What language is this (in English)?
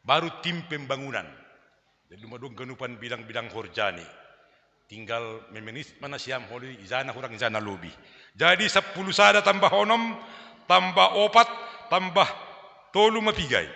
Batak Simalungun